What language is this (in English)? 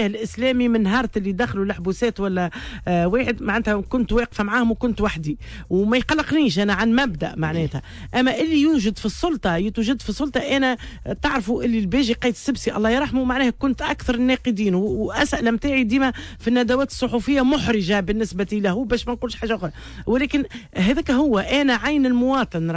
Tunisian Arabic